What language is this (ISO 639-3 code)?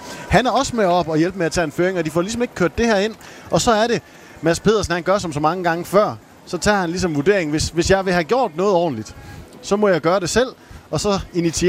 dan